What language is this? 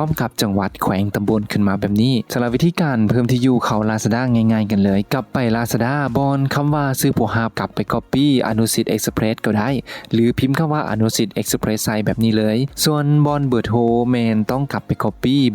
Lao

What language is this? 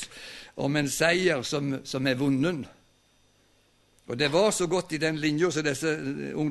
Norwegian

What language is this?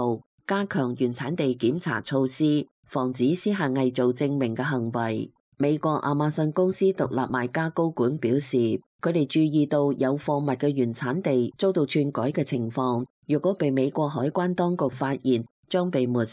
Cantonese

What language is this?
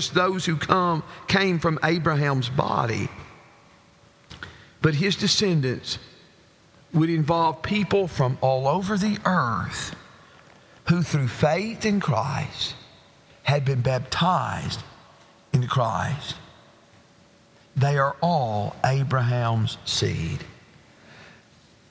English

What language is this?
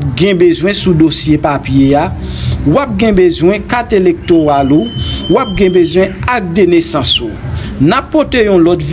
Haitian Creole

